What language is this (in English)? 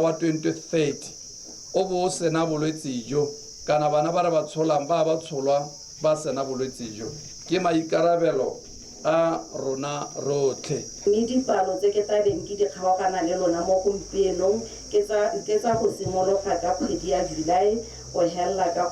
Tswana